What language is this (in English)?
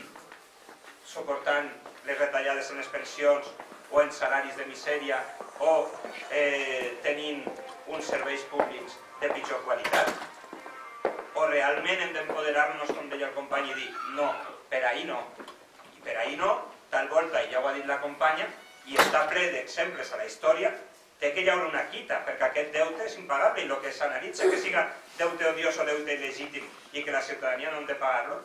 Catalan